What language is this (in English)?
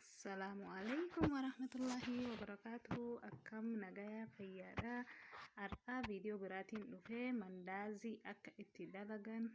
Oromo